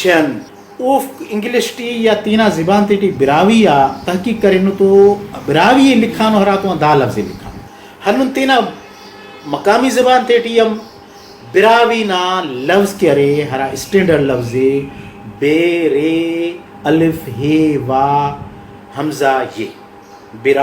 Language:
Brahui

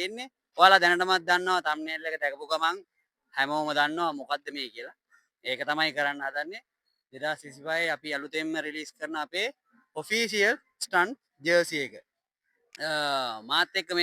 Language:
Sinhala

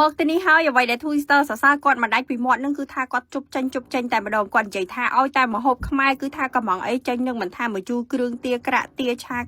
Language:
Khmer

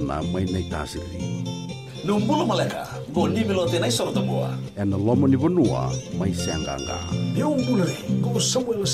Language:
Fijian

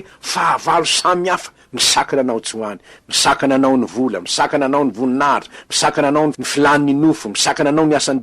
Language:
Malagasy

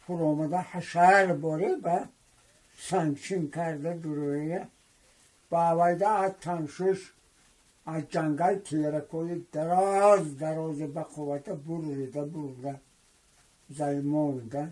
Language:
Tajik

